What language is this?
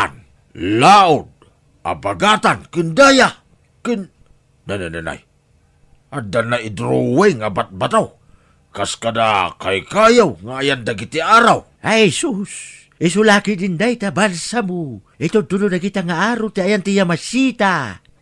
Iloko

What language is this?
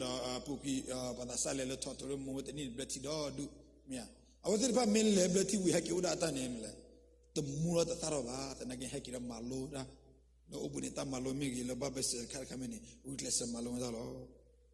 S'gaw Karen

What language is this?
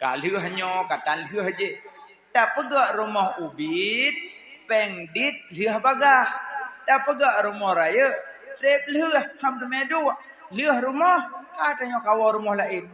Achinese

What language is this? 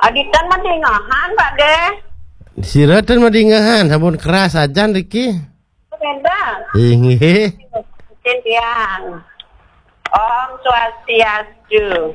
Balinese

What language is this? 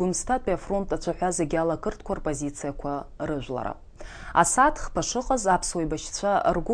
Abkhazian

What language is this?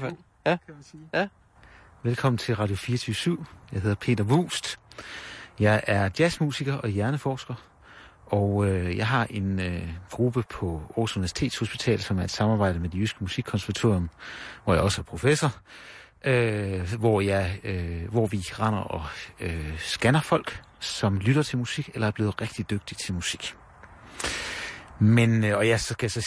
Danish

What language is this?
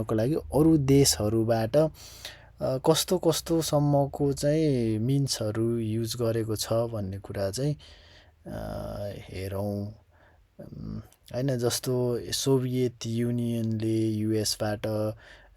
Nepali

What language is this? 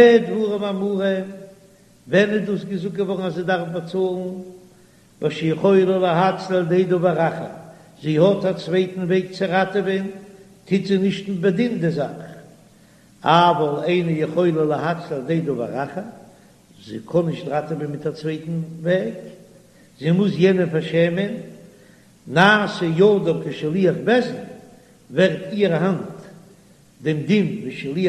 Yiddish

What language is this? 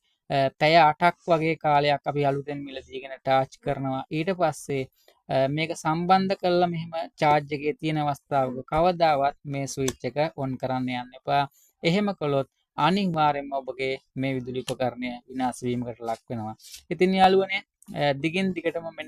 Sinhala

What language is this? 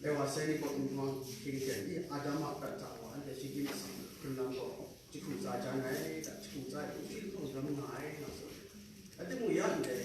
Kachin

